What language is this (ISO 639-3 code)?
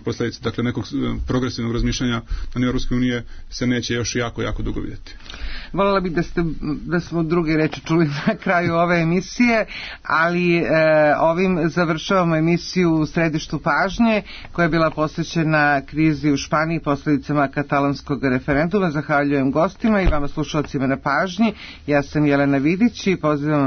srp